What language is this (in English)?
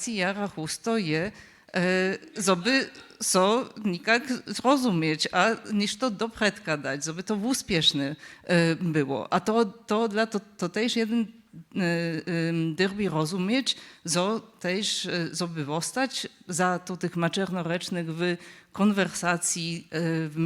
Upper Sorbian